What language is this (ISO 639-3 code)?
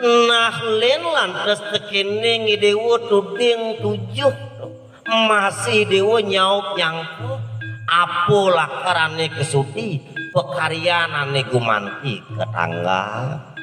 ban